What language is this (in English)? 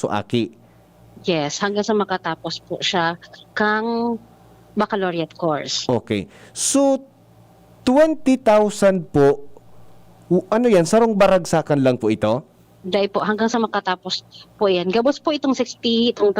Bikol